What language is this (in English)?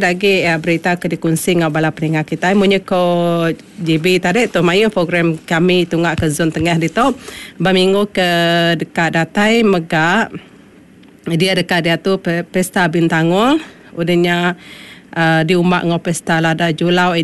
Iban